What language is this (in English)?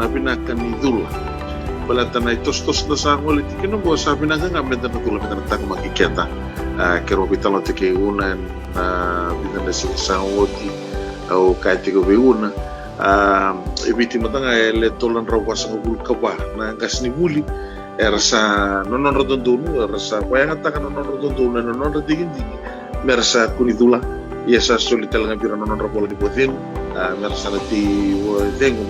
Fijian